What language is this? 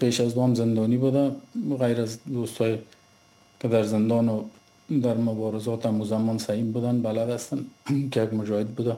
Persian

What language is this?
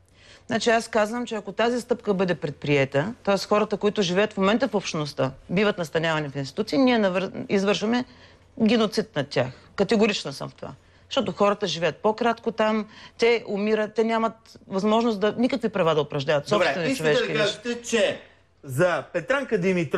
Bulgarian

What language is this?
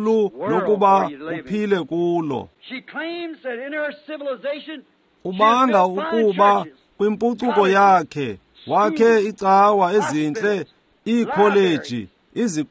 Xhosa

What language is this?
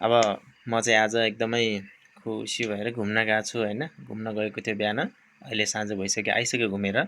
Nepali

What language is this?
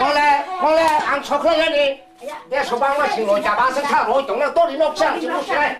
Kok Borok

